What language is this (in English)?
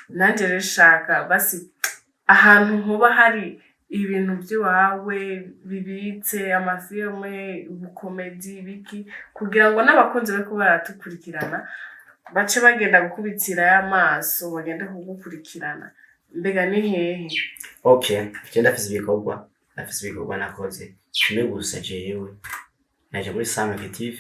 Rundi